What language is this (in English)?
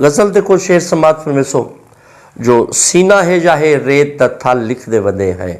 Saraiki